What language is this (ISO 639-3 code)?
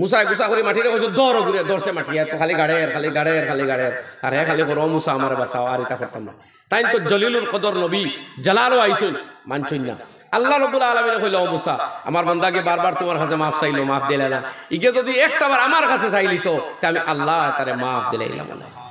syl